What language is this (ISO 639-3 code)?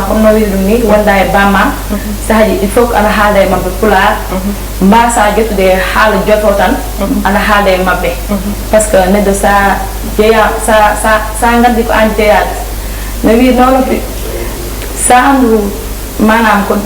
ful